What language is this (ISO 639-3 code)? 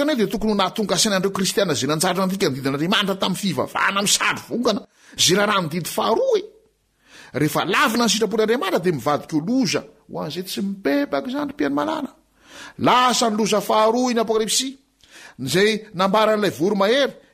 mlg